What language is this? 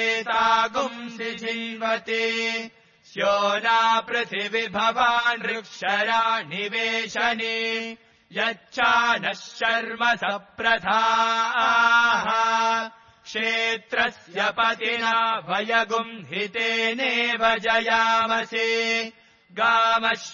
Sanskrit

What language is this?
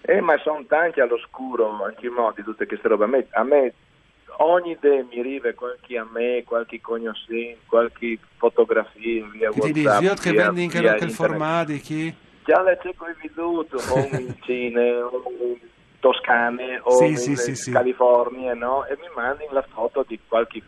Friulian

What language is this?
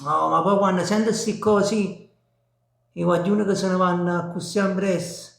Neapolitan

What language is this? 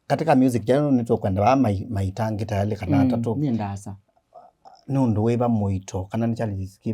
Kamba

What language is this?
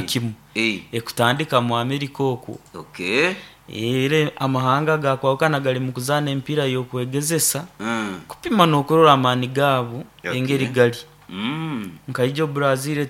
Nyoro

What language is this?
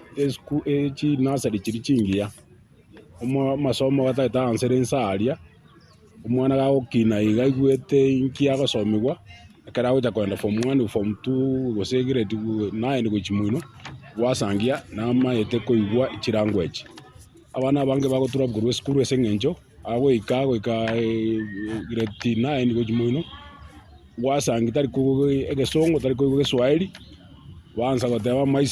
Gusii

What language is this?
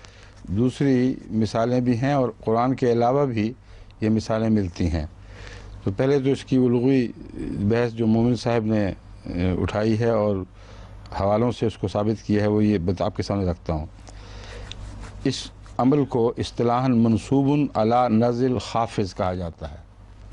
Urdu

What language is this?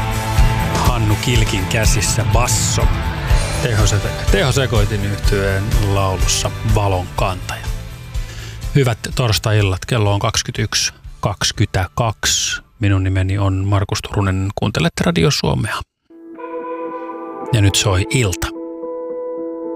Finnish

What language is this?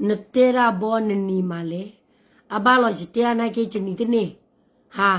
S'gaw Karen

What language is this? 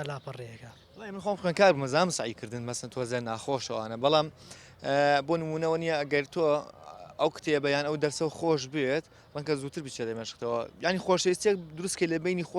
Central Kurdish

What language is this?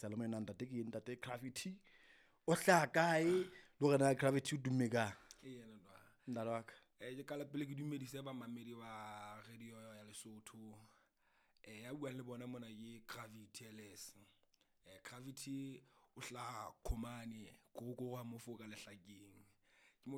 Southern Sotho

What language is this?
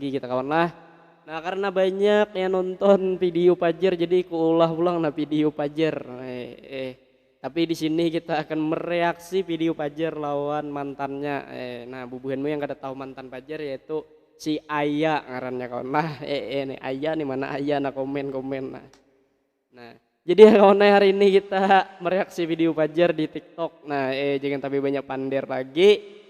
Banjar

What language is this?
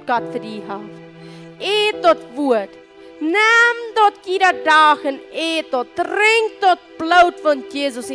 Plautdietsch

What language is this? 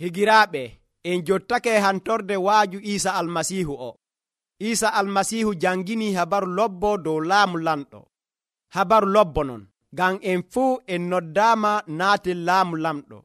Nigerian Fulfulde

